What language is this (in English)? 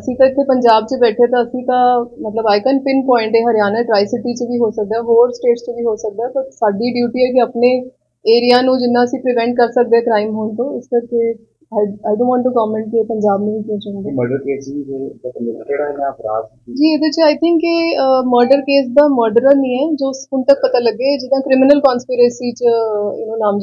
Punjabi